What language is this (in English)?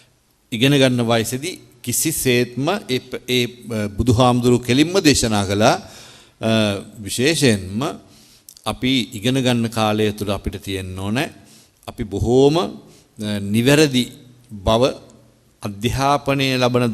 Sinhala